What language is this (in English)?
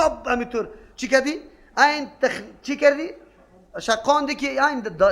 Persian